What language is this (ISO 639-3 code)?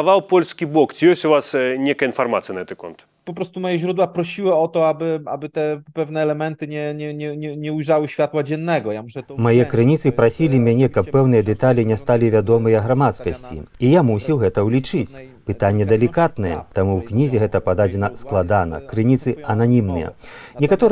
bel